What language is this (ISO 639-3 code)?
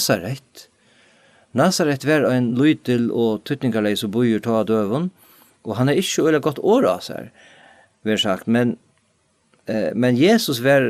fao